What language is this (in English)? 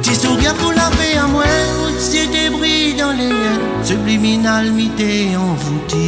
Réunion Creole French